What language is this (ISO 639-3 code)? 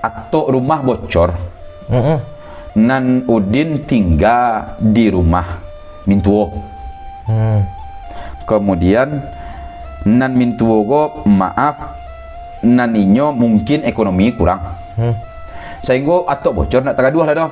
min